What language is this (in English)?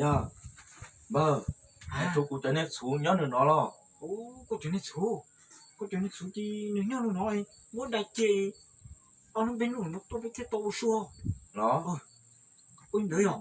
Hmong